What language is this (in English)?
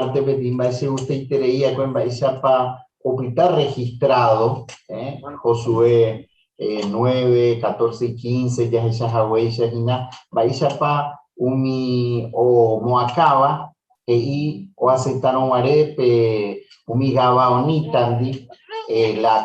Guarani